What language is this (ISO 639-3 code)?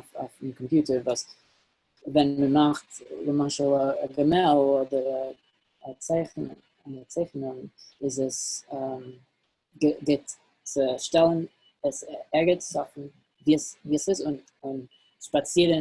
yid